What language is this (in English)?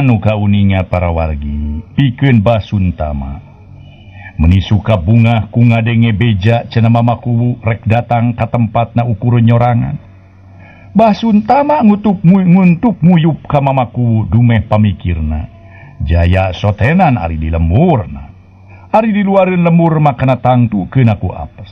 Sundanese